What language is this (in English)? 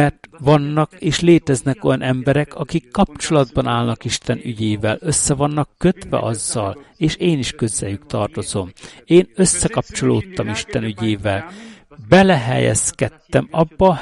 Hungarian